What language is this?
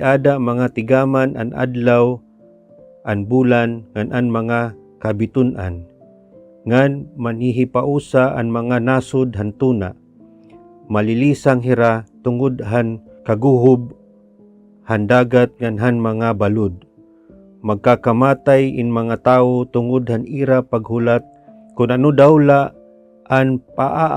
Waray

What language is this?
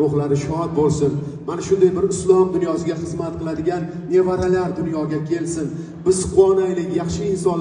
Uzbek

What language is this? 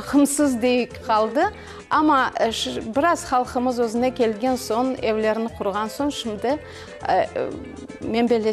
Crimean Tatar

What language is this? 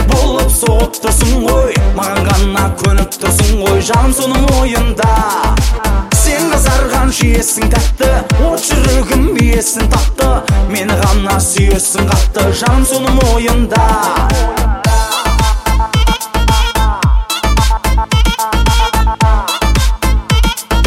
Kazakh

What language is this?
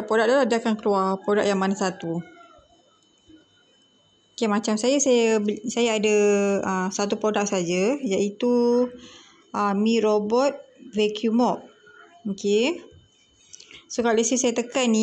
Malay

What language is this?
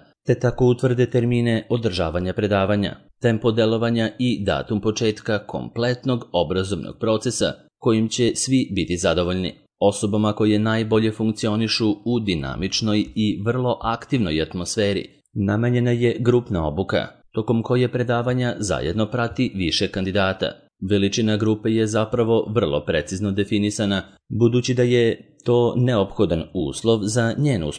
Serbian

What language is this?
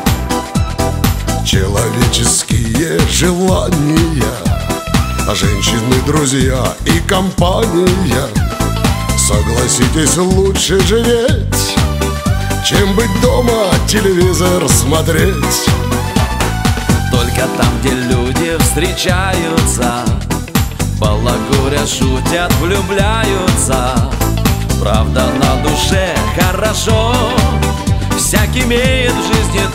Russian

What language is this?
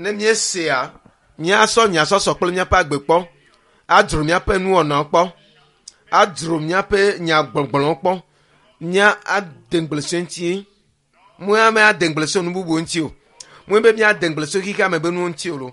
Ewe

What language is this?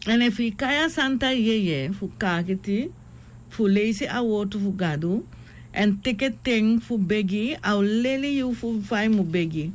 Sranan Tongo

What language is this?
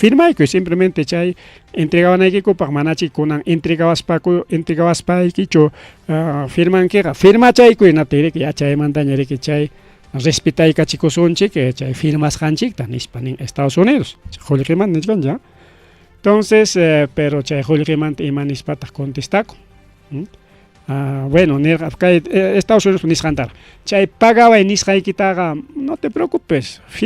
Ayacucho Quechua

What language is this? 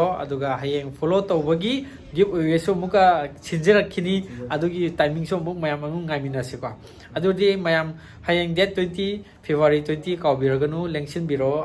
Manipuri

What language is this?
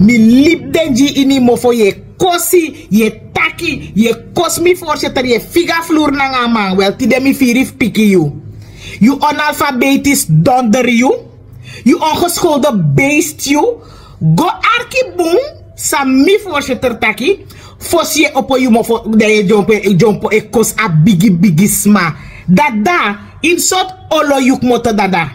Sranan Tongo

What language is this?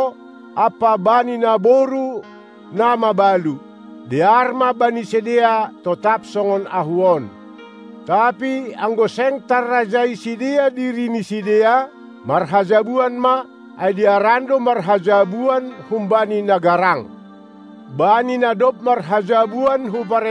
Batak Simalungun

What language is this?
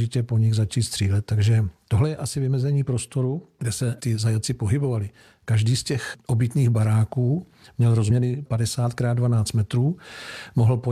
Czech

